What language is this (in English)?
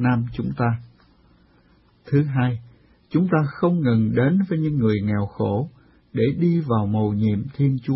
Vietnamese